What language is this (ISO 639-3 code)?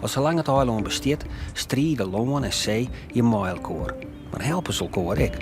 fry